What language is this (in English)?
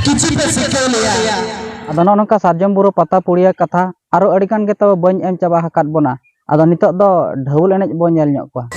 Santali